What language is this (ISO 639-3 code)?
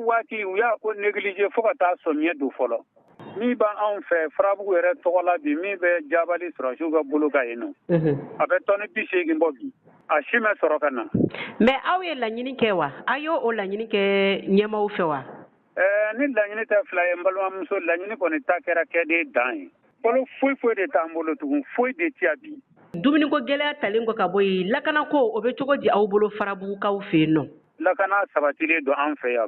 bam